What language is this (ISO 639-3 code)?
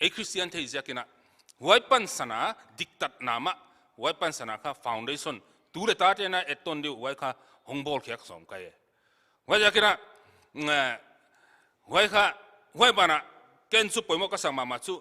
pck